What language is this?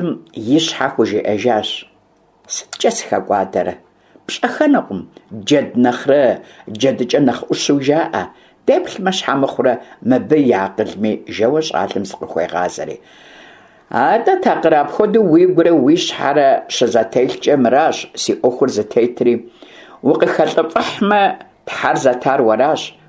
Kabardian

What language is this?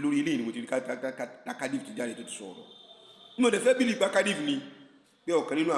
Yoruba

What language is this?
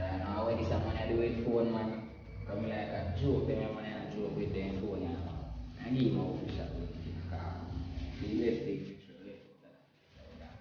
Jamaican Creole English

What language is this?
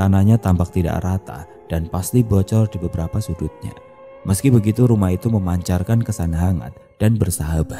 Indonesian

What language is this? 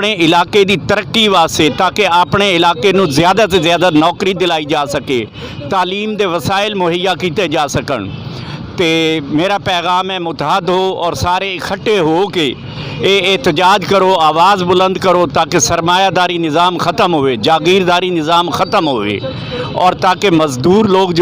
Western Panjabi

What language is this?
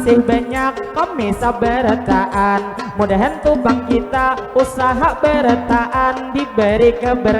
Banjar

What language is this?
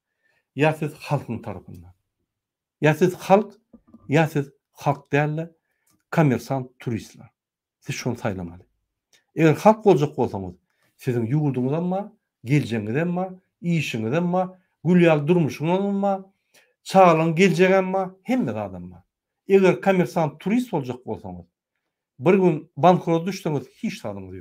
Turkmen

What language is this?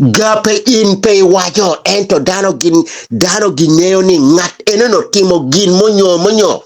Acoli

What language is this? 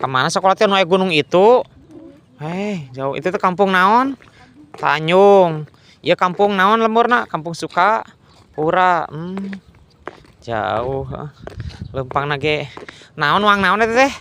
Sundanese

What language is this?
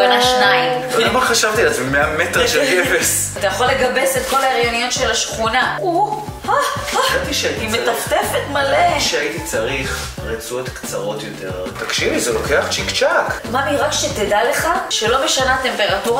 Hebrew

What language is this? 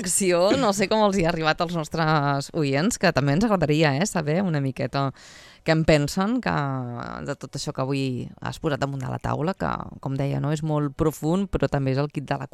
Catalan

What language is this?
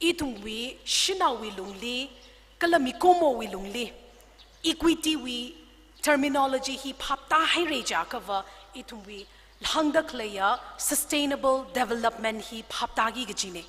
Tangkhul Naga (India)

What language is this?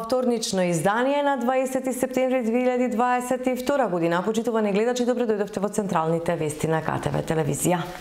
Macedonian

